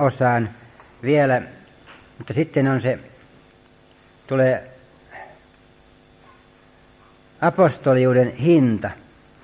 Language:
Finnish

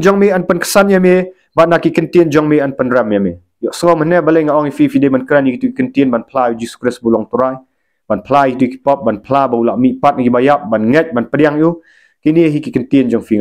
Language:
Khasi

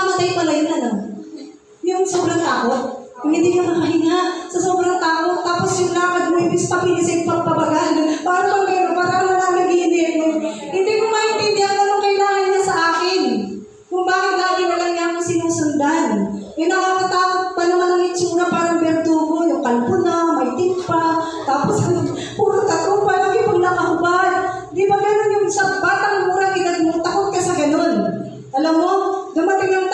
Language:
Filipino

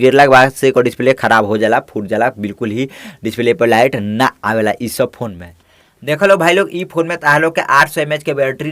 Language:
Bhojpuri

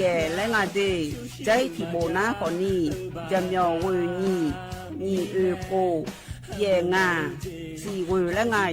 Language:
Akha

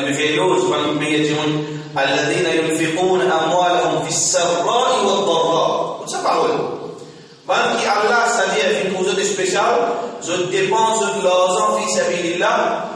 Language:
Morisyen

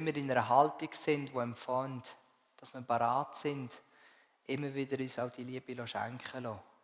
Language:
Swiss German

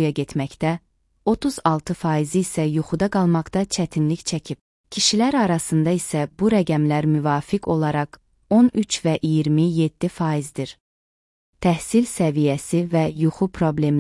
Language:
Azerbaijani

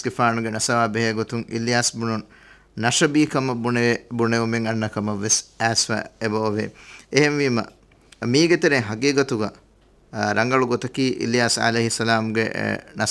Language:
Divehi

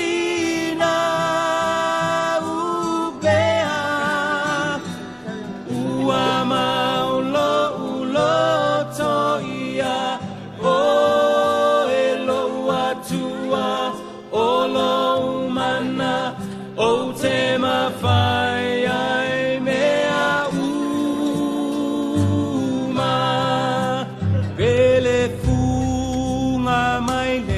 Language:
Samoan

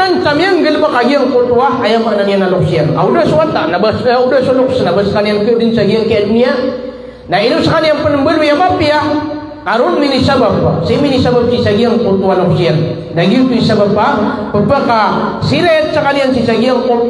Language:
Maranao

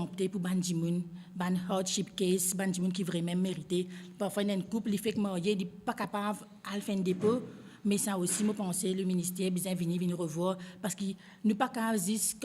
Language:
Morisyen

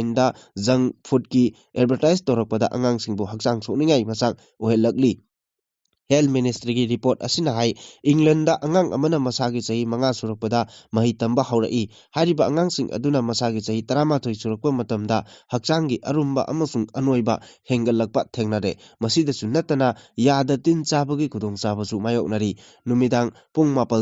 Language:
Manipuri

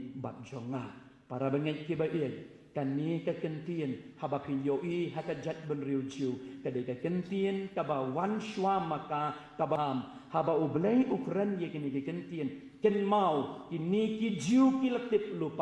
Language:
Khasi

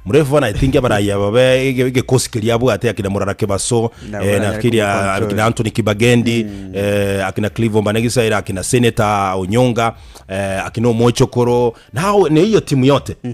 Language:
Gusii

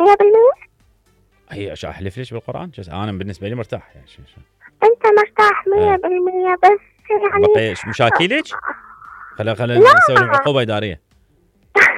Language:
Mesopotamian Arabic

